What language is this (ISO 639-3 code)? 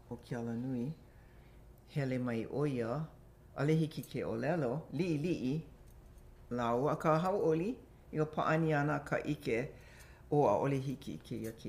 haw